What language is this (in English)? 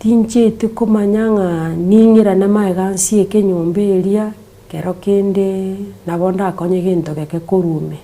Gusii